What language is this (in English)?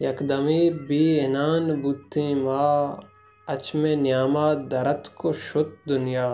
Baluchi